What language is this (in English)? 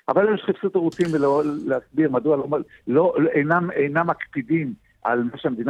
Hebrew